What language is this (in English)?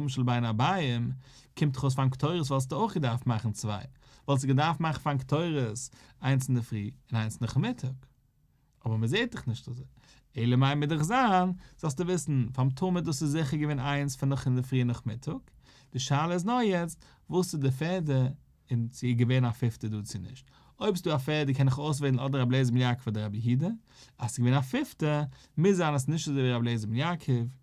Yiddish